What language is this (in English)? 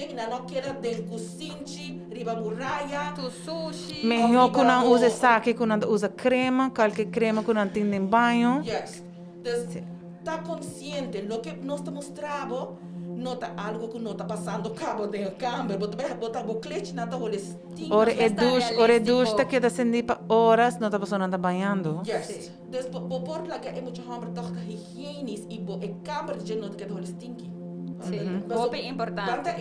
Papiamento